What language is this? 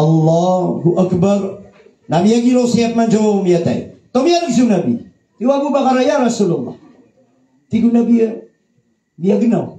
Maranao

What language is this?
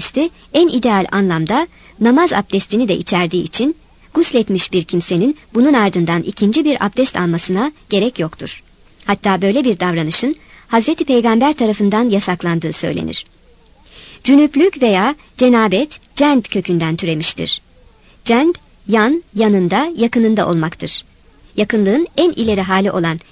Turkish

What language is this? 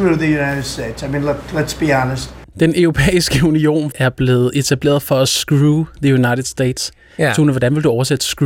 Danish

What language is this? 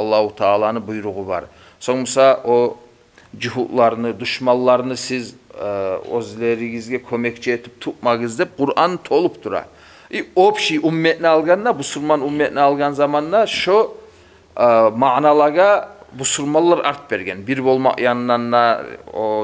Kumyk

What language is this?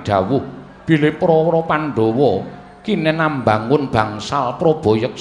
Javanese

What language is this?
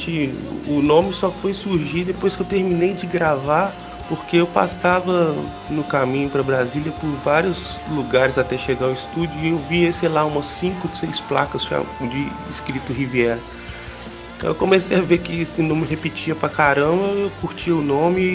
Portuguese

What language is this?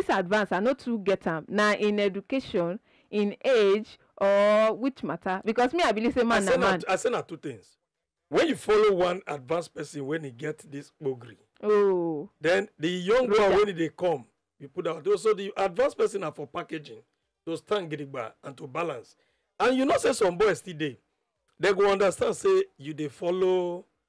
Nigerian Pidgin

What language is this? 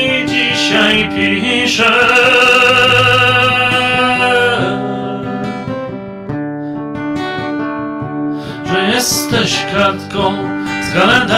Polish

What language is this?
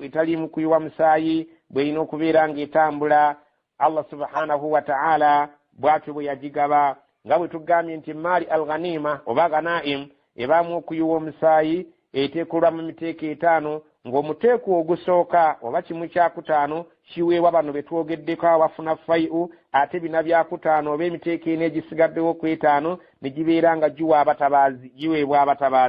Ganda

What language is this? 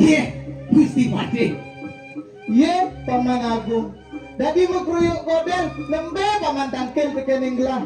Balinese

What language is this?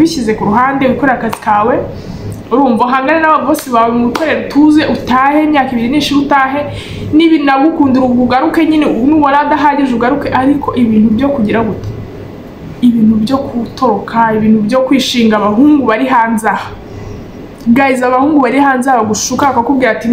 Kinyarwanda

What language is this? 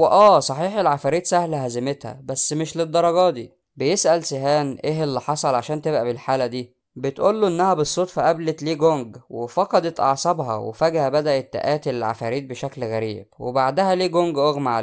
Egyptian Arabic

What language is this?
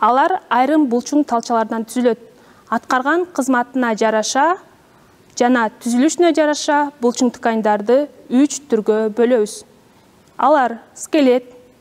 Kyrgyz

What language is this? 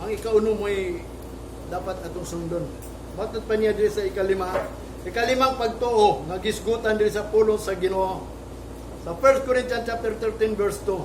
Cebuano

